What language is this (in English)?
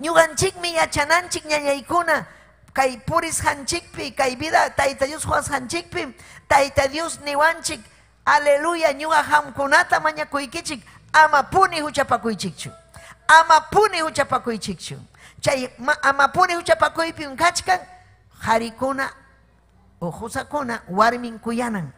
Ayacucho Quechua